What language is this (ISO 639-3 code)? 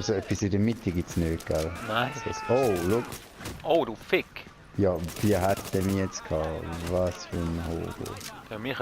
gsw